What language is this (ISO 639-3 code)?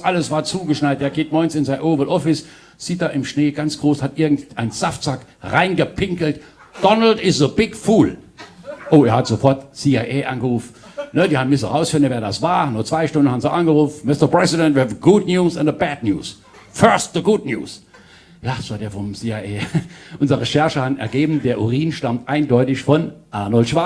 pfl